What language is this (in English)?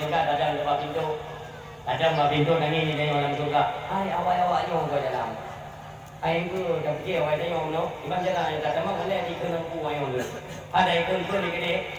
Achinese